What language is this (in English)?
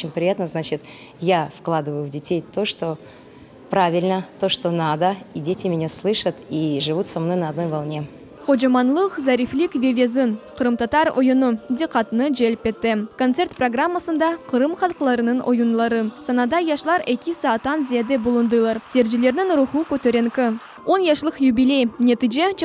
Crimean Tatar